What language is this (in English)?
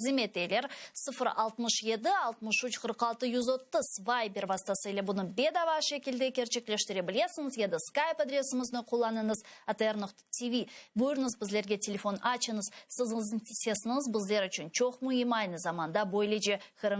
Crimean Tatar